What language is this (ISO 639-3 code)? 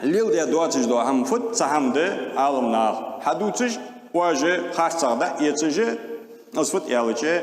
inh